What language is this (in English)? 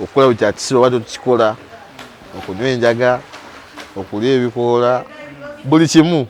Ganda